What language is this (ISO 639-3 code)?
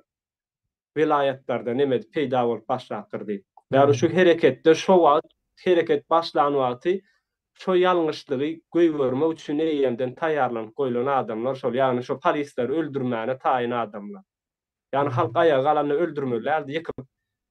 tuk